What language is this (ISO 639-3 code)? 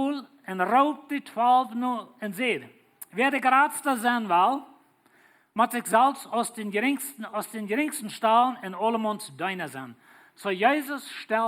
pdt